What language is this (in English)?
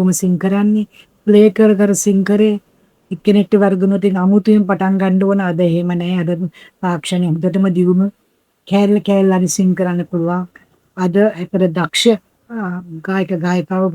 Sinhala